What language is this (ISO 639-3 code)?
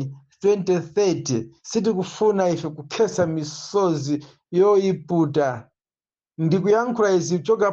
nya